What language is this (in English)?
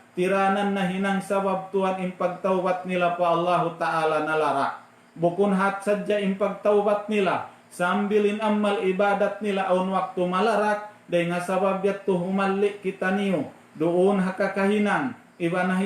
Tausug